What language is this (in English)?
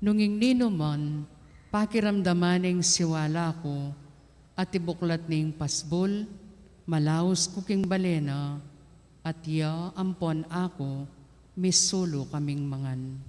Pampanga